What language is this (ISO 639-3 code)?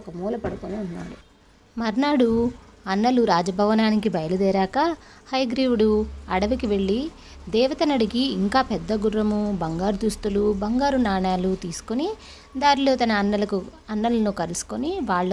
tel